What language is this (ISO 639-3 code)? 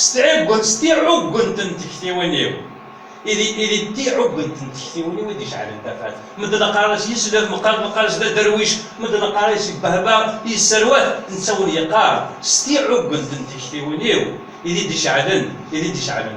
kab